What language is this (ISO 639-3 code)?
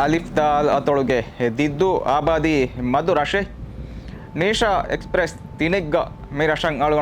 div